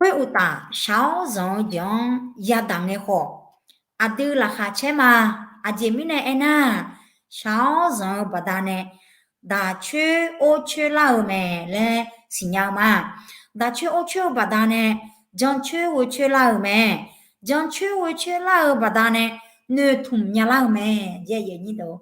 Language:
Akha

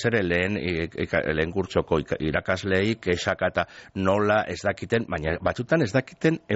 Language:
Basque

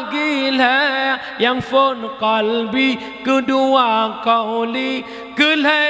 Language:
Achinese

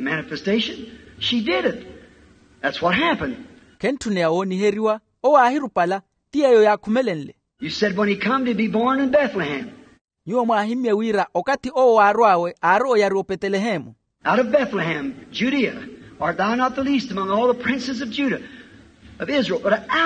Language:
Makhuwa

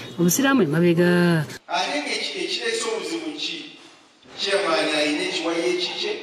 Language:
Ganda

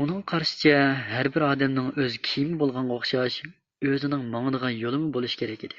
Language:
Uyghur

